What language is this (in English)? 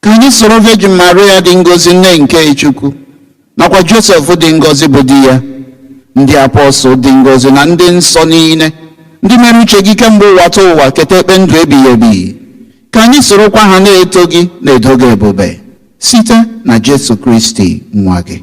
Igbo